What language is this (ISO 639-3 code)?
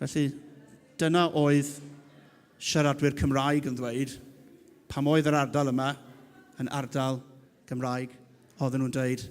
cym